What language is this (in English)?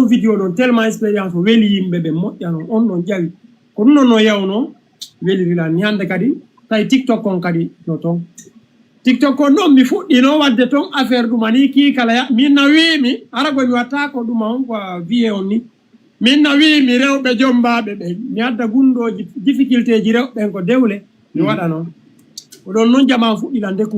Fula